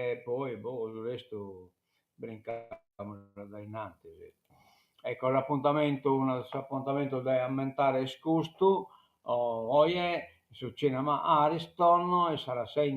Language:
Sardinian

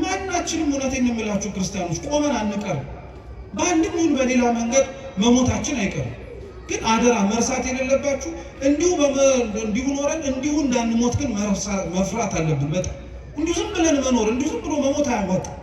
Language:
Amharic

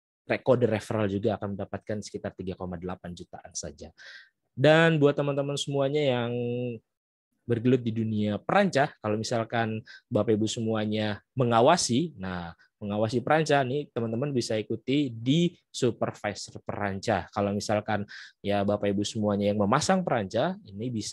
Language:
Indonesian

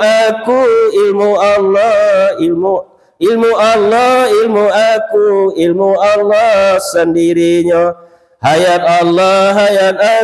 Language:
Minangkabau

